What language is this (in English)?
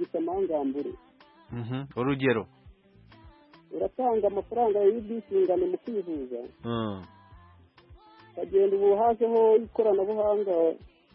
Kinyarwanda